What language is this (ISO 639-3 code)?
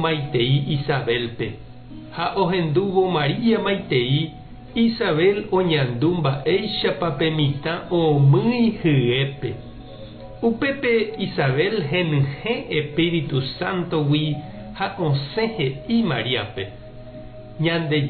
grn